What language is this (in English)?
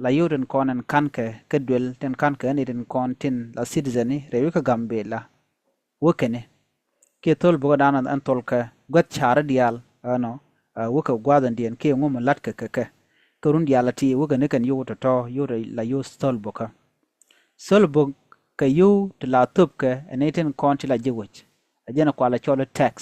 Nuer